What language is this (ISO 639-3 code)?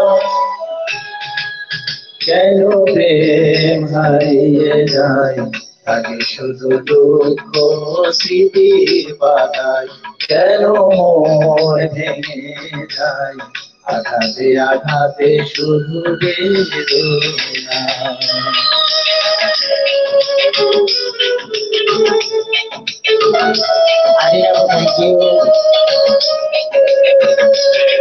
ben